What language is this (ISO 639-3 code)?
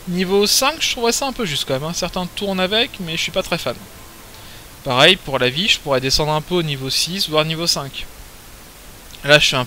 fra